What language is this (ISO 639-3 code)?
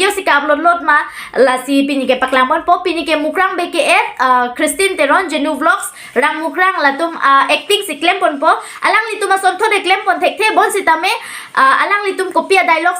mjw